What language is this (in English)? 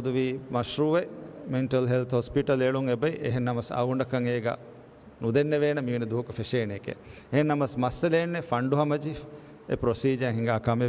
Divehi